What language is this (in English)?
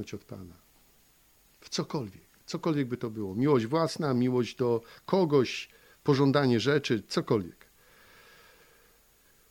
Polish